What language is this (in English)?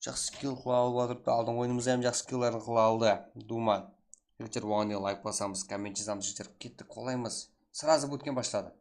Kara-Kalpak